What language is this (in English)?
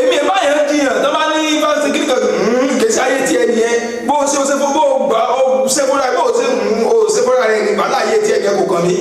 Yoruba